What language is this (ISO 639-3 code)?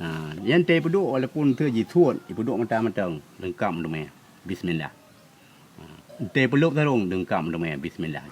ace